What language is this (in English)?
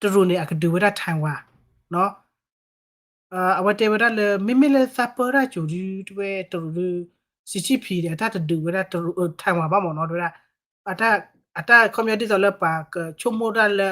S'gaw Karen